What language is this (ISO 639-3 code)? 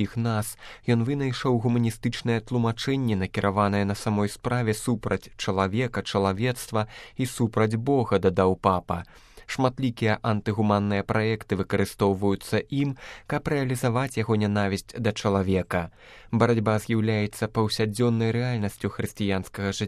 bel